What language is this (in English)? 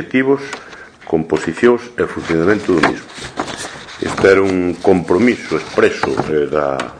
Galician